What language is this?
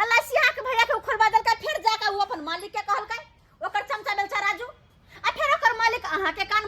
Maithili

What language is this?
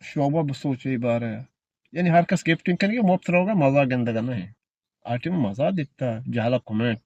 Eastern Balochi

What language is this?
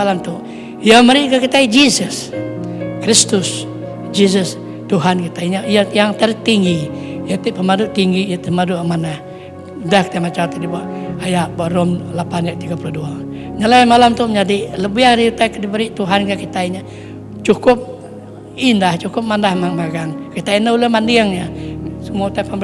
Iban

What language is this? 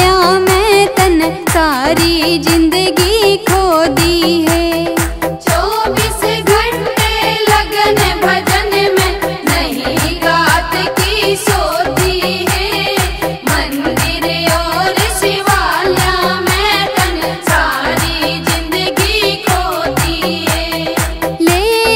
Haryanvi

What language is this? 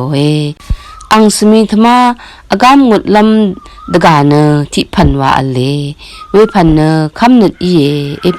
Rawang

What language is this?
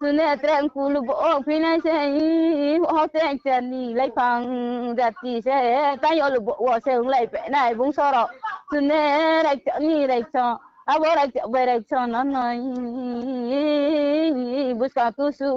Riang (India)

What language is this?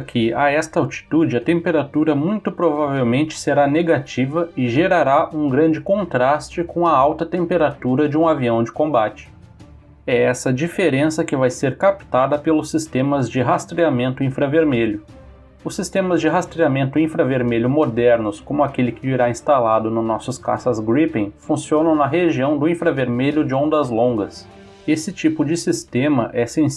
Portuguese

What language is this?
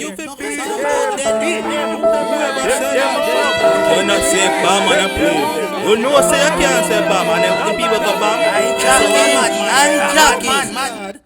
Jamaican Creole English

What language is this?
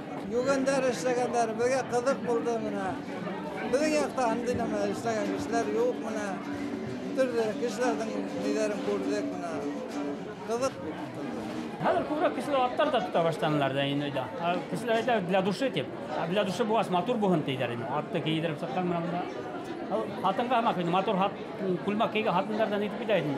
Bashkir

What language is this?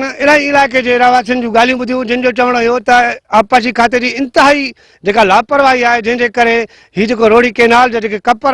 Sindhi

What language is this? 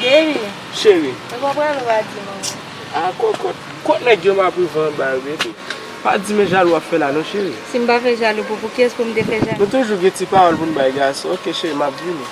Haitian Creole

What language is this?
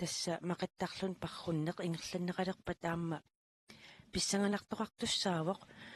Kalaallisut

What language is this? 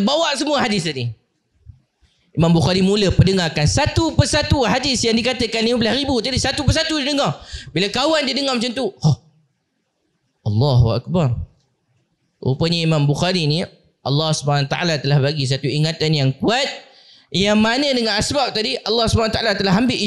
Malay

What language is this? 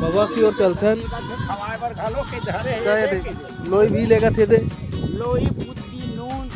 Chhattisgarhi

